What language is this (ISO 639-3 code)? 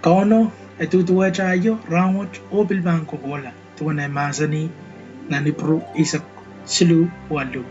pon